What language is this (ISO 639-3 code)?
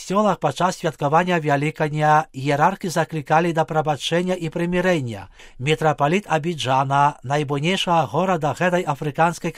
bel